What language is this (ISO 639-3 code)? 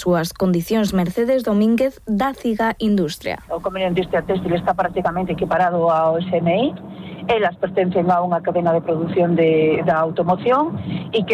glg